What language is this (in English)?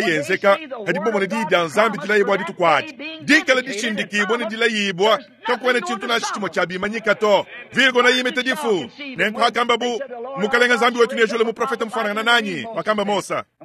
Luba-Lulua